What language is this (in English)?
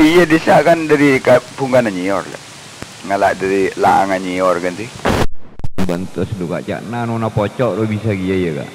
Madurese